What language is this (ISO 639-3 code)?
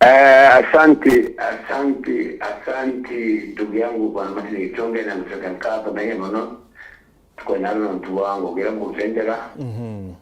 mer